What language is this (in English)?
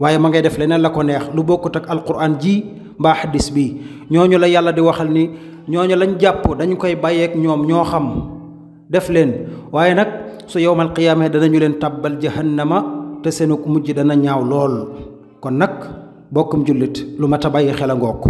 Wolof